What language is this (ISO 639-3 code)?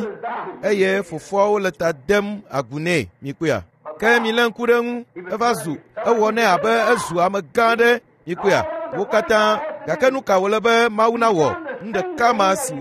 ewe